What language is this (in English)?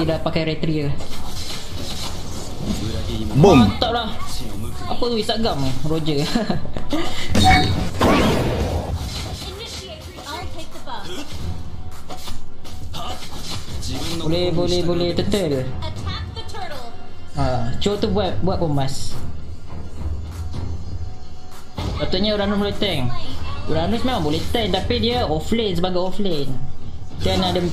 Malay